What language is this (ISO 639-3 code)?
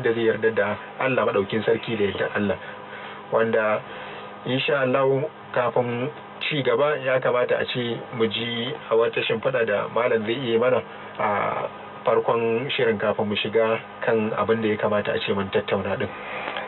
hau